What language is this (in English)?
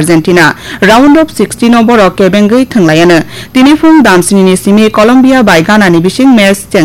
Kok Borok